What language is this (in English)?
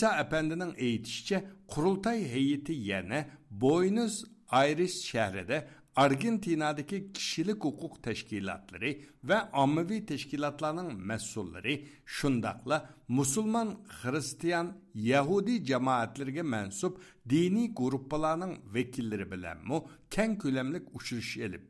Uyghur